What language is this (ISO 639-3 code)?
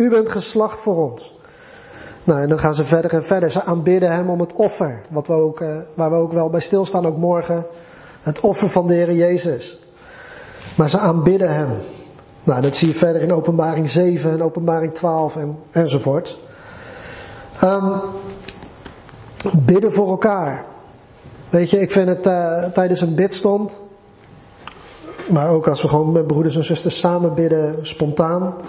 nld